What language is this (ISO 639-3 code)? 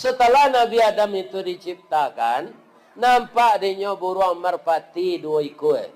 min